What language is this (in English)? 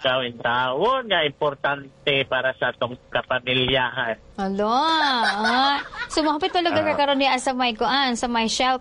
Cebuano